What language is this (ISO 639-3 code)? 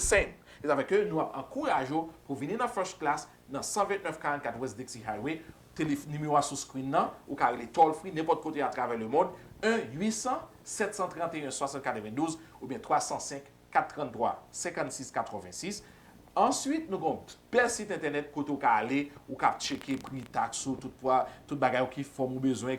hat